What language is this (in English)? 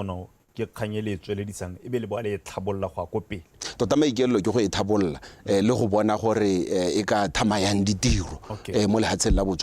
Tswana